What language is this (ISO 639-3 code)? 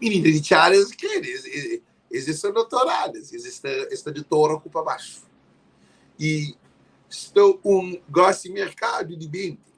kea